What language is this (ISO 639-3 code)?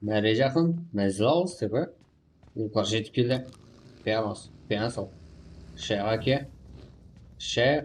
kaa